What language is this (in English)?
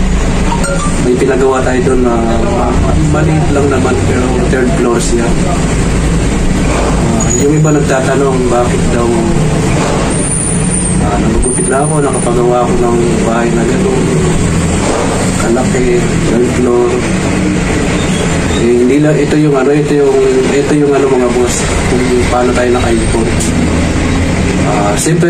Filipino